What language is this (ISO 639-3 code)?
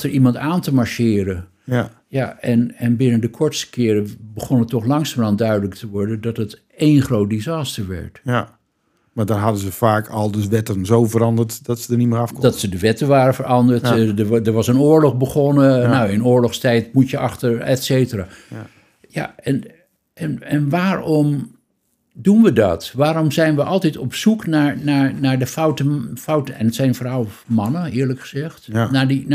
nld